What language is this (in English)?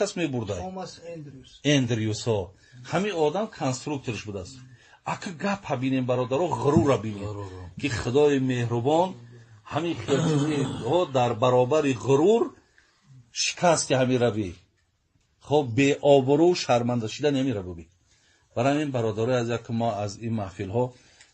Tajik